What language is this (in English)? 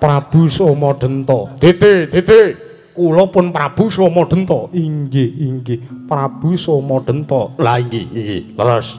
Javanese